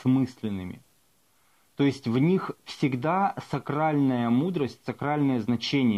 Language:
Russian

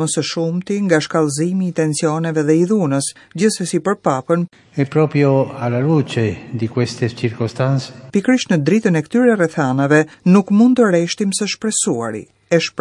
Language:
Albanian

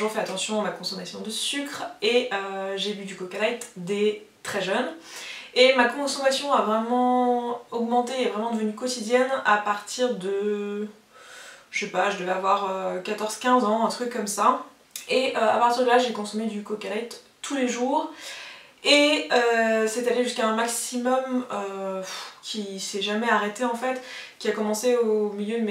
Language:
French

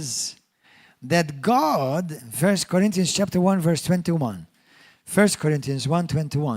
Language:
English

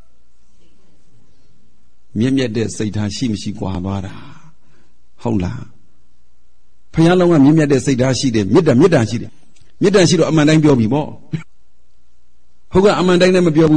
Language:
Burmese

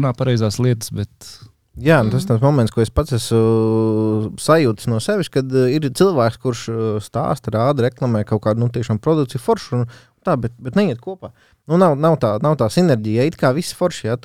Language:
Latvian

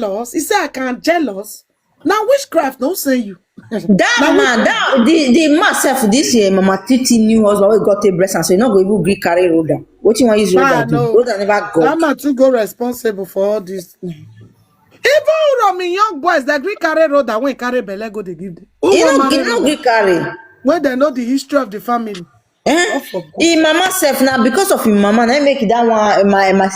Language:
Nigerian Pidgin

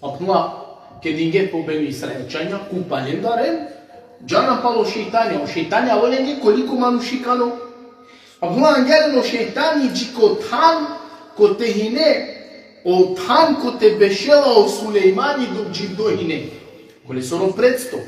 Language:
Balkan Romani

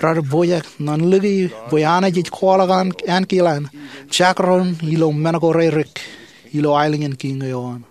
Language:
Marshallese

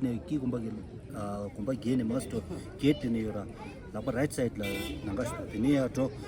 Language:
Tibetan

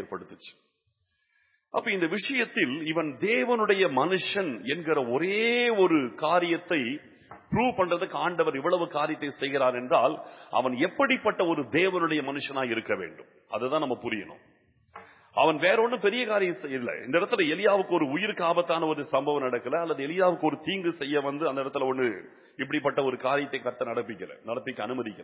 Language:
Tamil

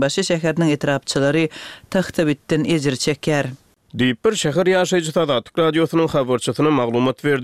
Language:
Turkmen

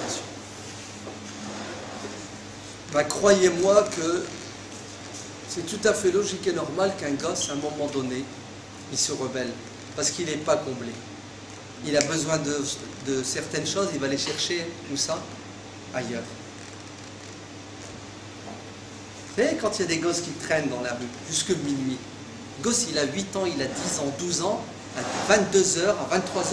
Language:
French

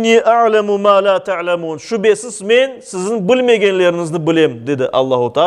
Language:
Crimean Tatar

